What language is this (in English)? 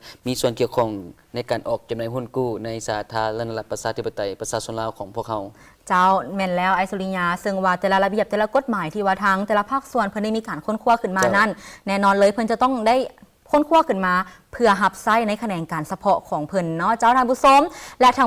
Lao